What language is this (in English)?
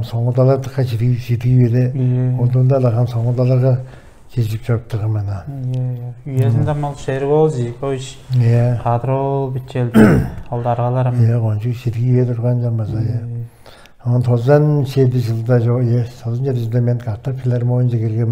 Tuvinian